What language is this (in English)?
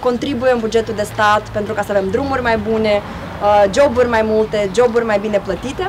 Romanian